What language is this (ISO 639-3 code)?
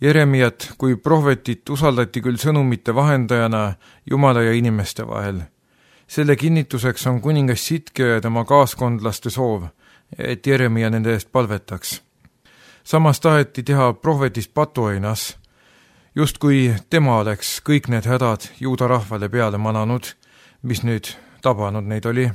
est